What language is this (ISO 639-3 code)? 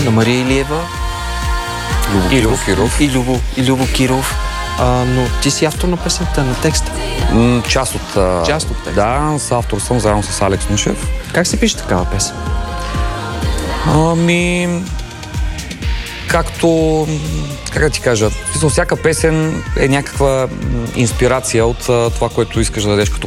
bul